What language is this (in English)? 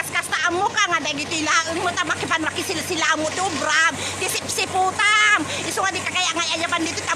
Iloko